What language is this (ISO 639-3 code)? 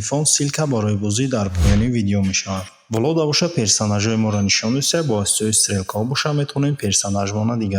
tgk